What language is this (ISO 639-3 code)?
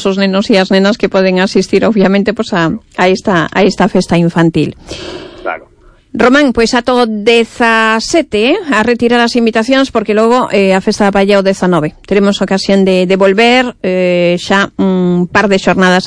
glg